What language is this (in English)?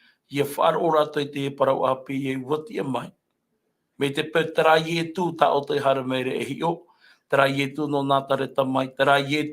Tahitian